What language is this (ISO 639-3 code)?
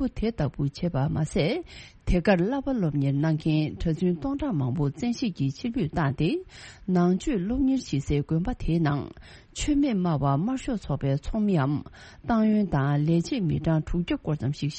bod